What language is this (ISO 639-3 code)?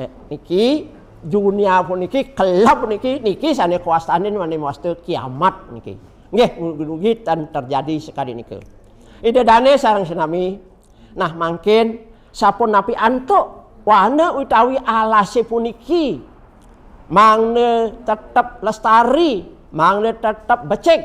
ban